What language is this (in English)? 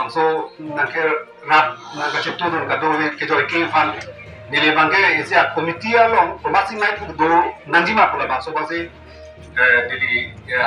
Karbi